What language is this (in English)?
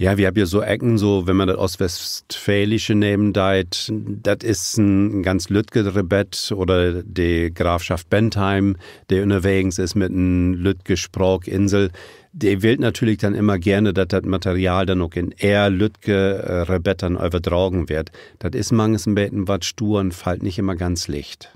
Low German